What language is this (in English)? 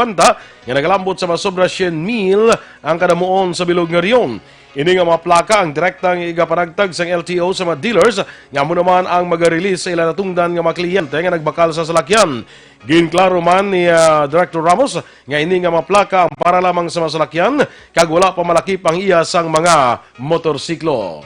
Hiligaynon